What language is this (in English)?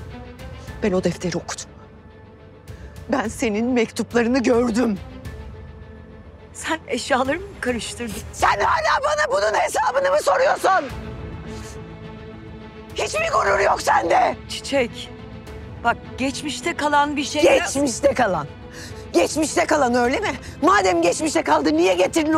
Turkish